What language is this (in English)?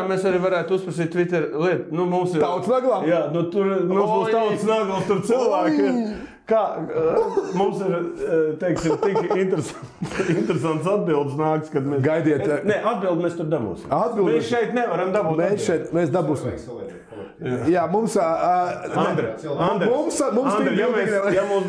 Latvian